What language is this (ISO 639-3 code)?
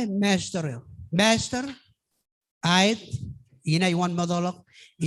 mah